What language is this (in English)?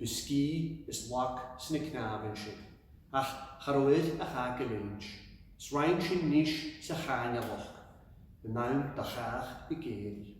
Scottish Gaelic